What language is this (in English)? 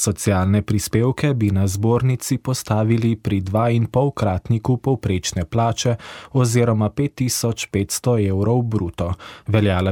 Slovenian